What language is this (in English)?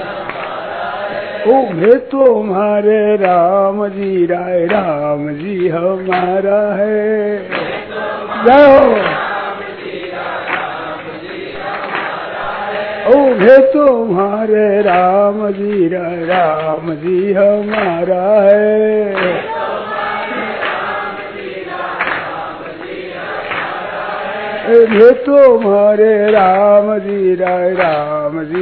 Hindi